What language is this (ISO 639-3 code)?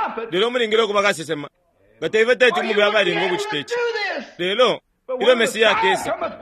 bem